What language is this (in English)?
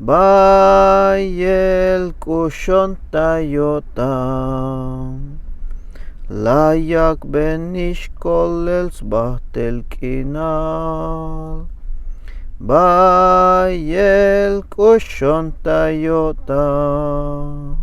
Tzeltal